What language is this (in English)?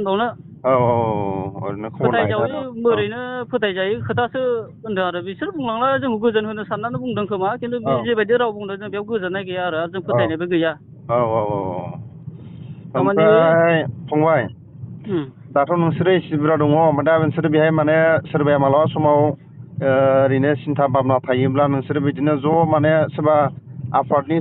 Bodo